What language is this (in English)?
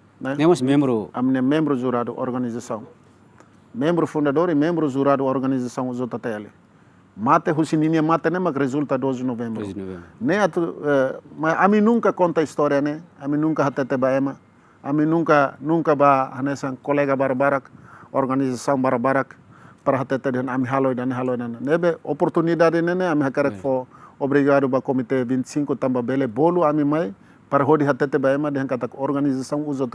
Tetum